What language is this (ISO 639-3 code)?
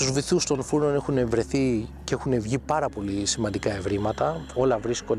ell